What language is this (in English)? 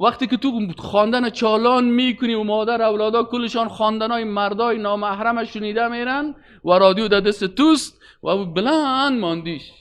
Persian